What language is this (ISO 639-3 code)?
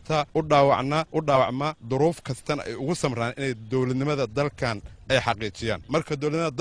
som